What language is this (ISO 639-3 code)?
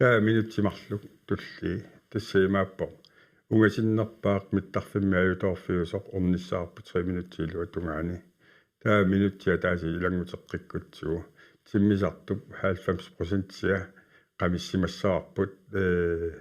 kal